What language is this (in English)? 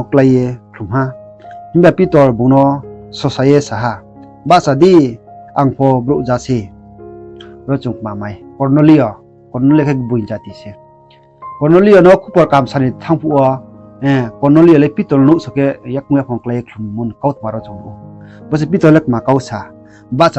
Riang (India)